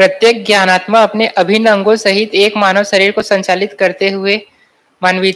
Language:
Hindi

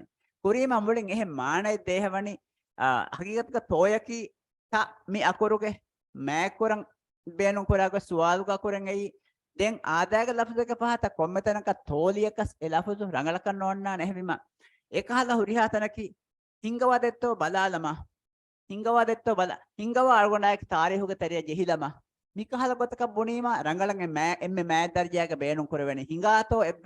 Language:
Divehi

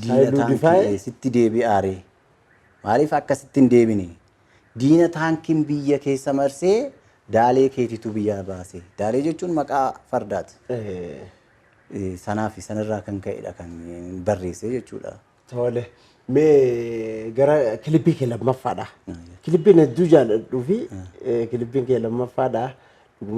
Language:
Oromo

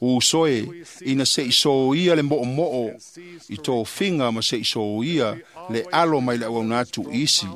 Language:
Samoan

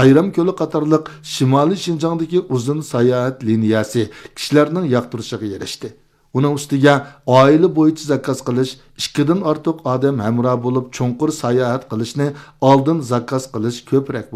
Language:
Uyghur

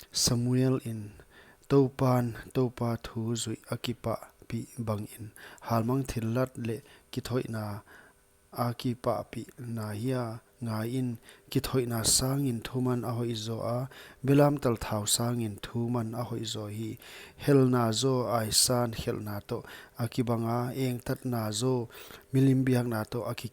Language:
Paite Chin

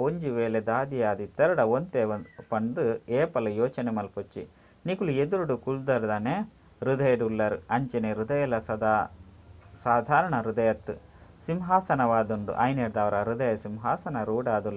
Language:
Tulu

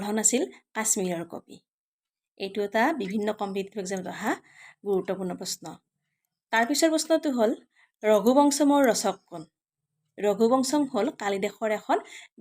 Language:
Assamese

